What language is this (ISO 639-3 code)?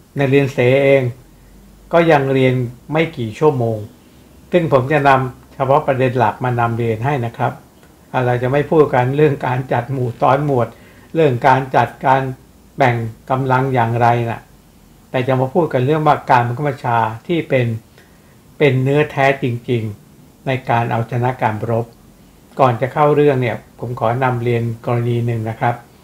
tha